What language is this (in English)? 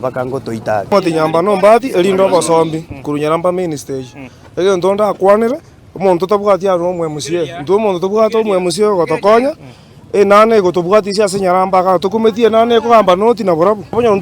Gusii